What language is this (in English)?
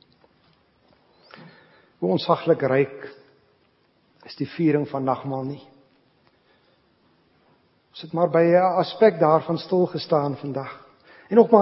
Afrikaans